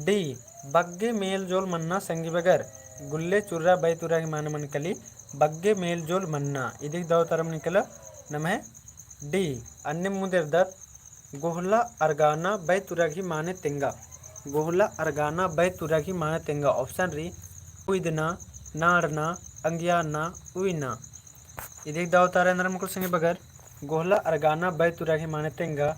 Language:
Kurukh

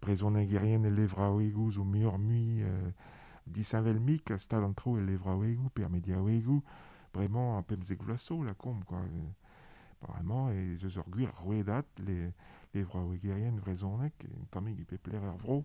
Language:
Breton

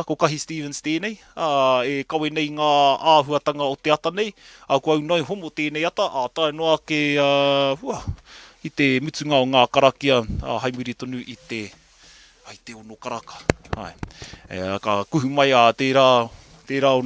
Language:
Māori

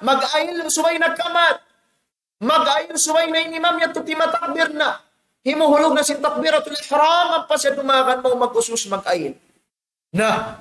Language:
Tausug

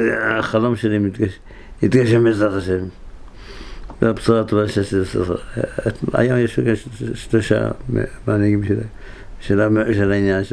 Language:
Hebrew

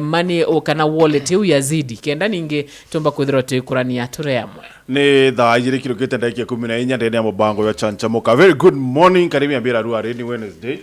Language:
Meru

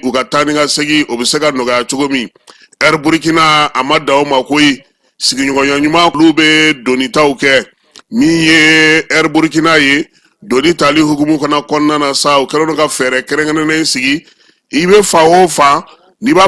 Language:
Bambara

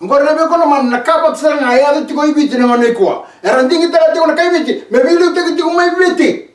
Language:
Fijian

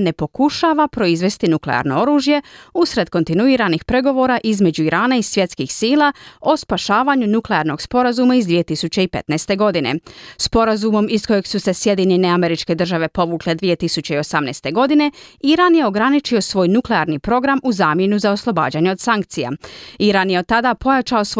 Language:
Croatian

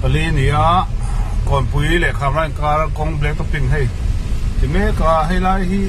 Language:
Mizo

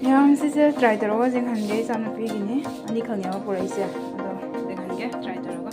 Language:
Manipuri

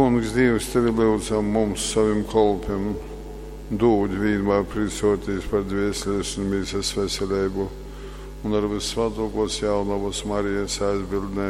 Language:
Latgalian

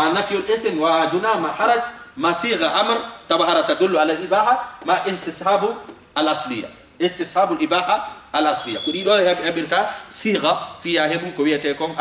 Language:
Fula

